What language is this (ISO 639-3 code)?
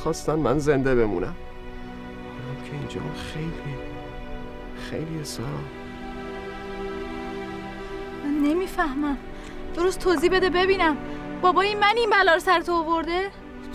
fas